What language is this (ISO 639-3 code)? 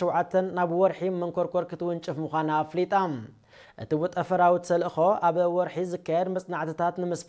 tir